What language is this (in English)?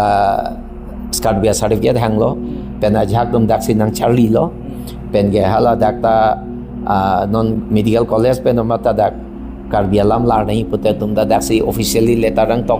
Karbi